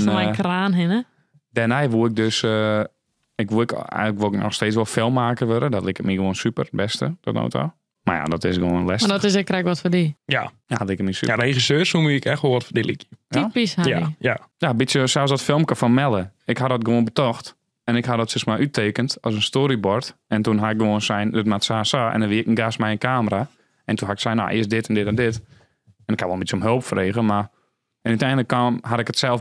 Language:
Western Frisian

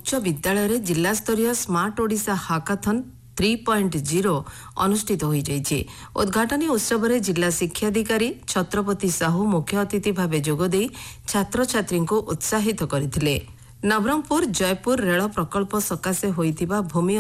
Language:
Odia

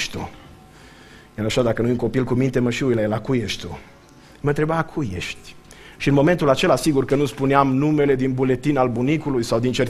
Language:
Romanian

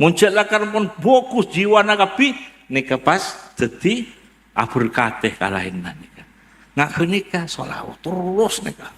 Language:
Madurese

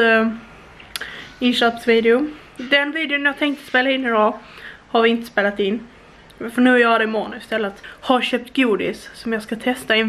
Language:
Swedish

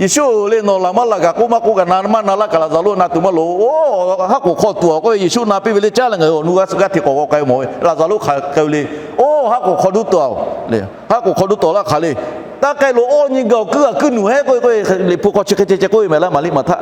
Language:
Lahu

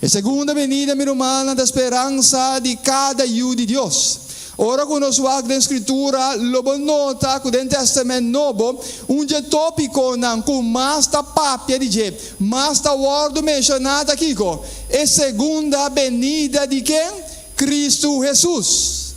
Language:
Papiamento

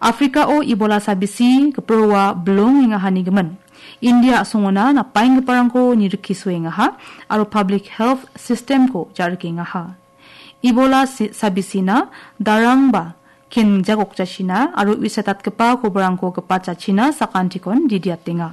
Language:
Garo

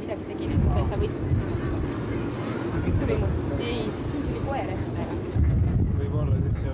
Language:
Estonian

